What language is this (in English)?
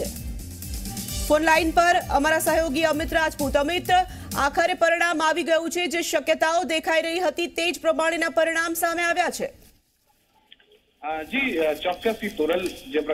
Gujarati